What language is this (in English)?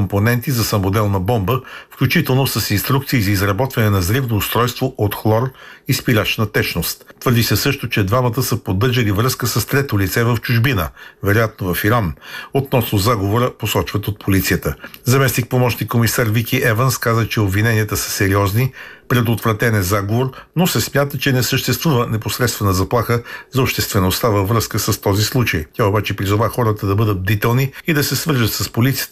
Bulgarian